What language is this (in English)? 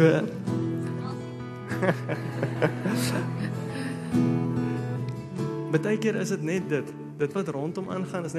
Afrikaans